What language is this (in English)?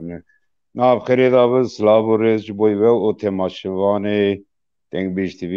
Kurdish